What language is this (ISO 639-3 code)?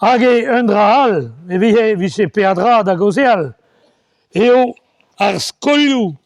bre